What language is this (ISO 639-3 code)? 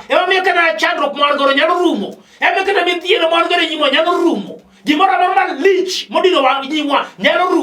luo